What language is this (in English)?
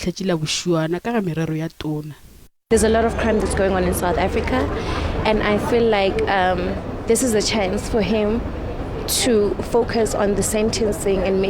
Northern Sotho